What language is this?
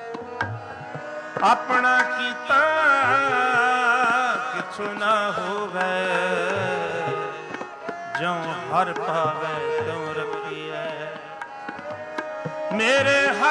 Punjabi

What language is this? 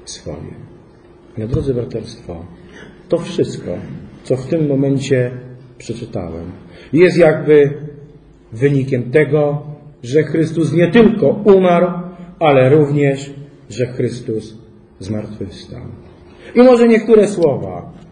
Polish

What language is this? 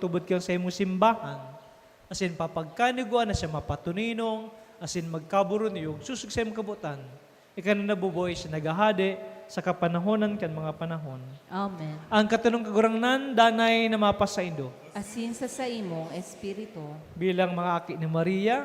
Bikol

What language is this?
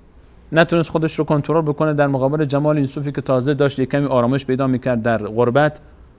Persian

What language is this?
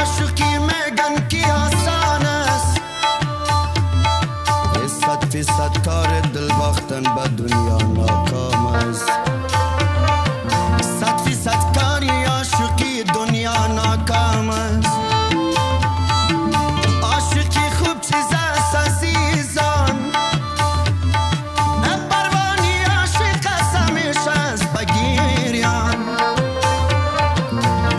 Persian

